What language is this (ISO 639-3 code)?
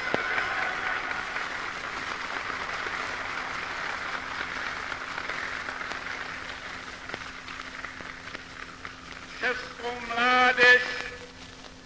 ces